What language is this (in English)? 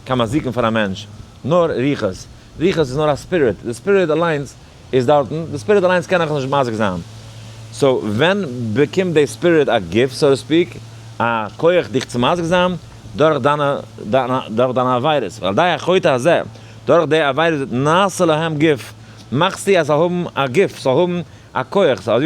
Yiddish